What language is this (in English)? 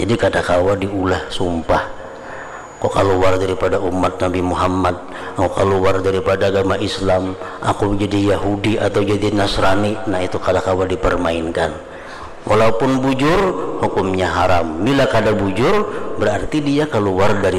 Banjar